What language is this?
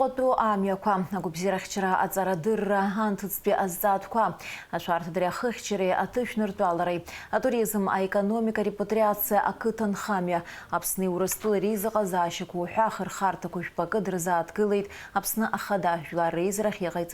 Abkhazian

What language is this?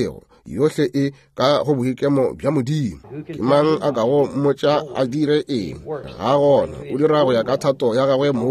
Northern Sotho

